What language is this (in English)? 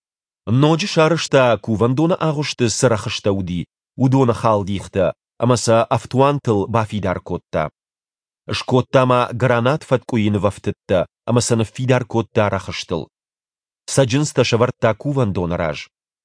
Ossetic